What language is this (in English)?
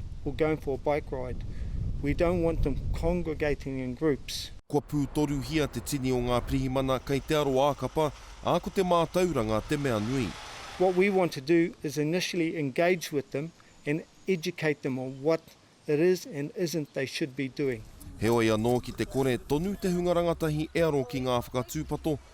Māori